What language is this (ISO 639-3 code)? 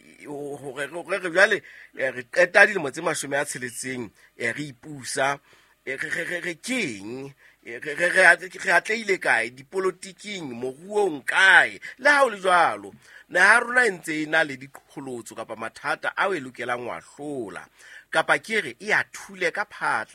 sot